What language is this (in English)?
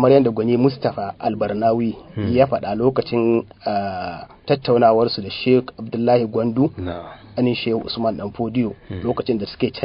Hausa